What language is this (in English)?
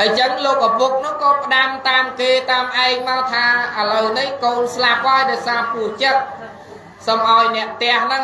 Khmer